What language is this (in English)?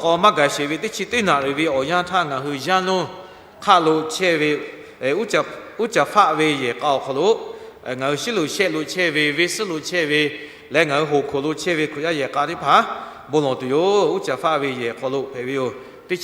Lahu